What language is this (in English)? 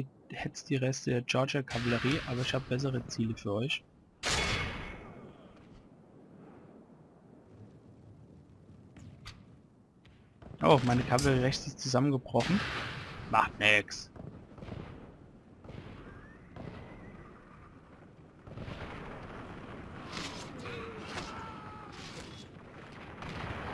German